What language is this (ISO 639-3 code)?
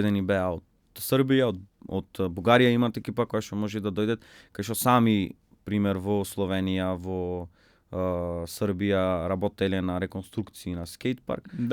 mkd